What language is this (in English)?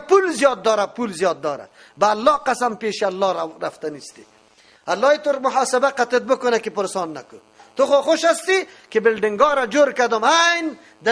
Persian